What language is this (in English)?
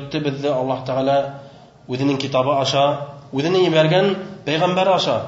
Bashkir